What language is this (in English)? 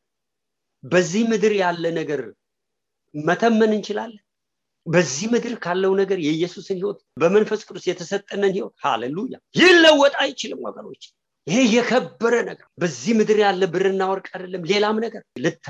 Amharic